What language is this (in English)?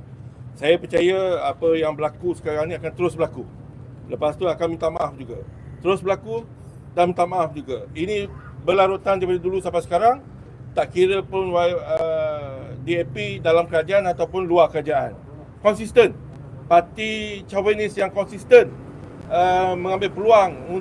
Malay